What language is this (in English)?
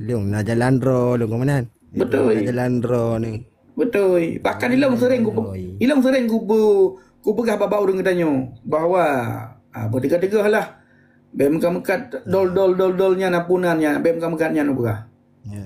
Achinese